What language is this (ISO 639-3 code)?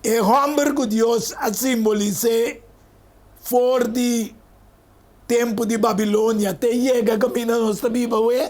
pap